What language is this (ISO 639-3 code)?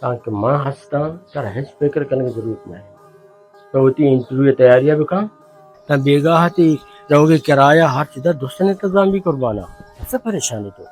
bal